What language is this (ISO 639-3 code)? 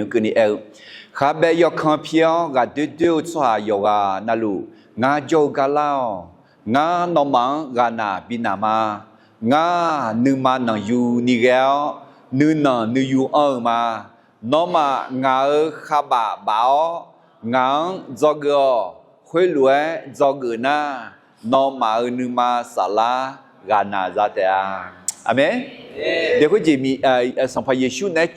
ahk